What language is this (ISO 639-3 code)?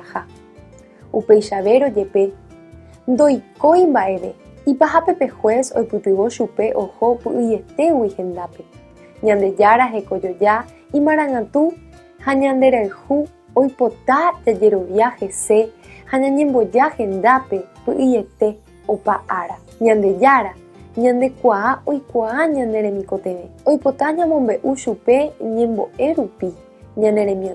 grn